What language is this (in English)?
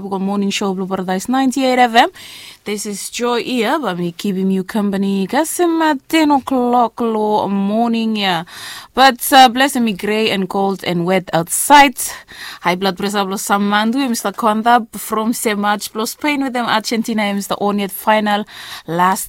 Bislama